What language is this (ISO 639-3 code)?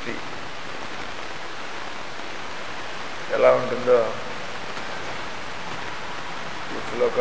tel